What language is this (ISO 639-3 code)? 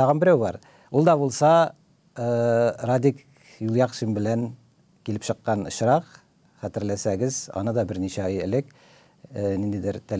tat